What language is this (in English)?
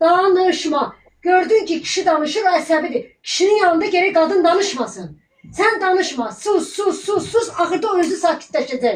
Azerbaijani